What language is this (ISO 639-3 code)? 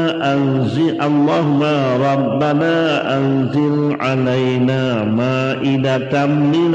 ace